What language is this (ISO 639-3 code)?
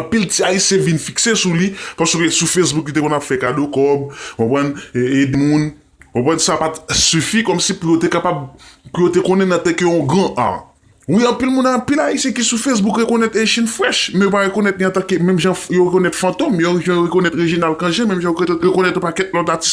hat